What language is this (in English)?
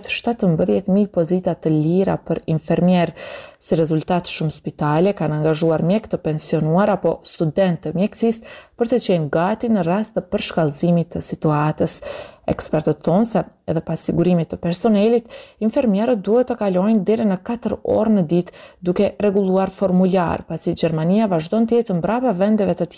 Albanian